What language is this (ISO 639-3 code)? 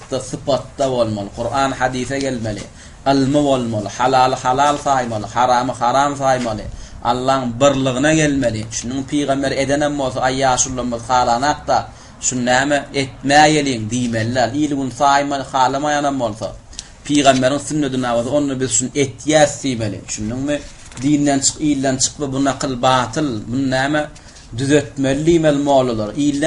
tuk